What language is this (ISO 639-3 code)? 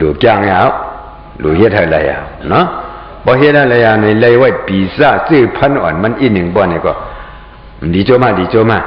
shn